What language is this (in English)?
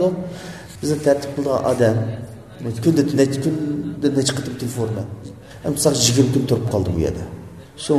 Uyghur